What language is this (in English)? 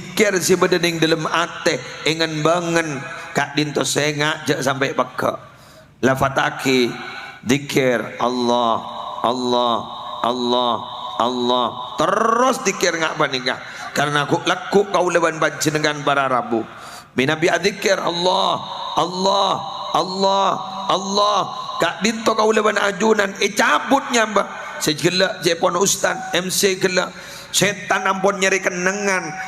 Madurese